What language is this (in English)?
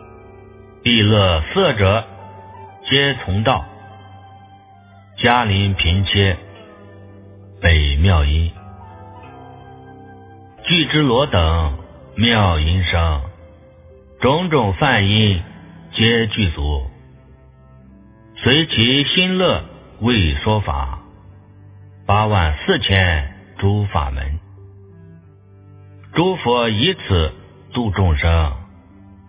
Chinese